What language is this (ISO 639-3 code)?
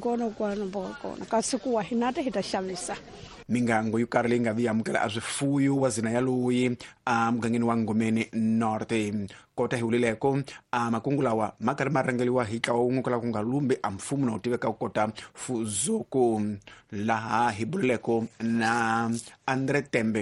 tso